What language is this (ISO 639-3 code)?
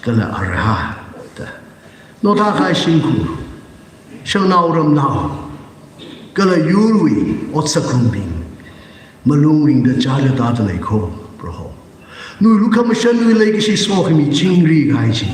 nmf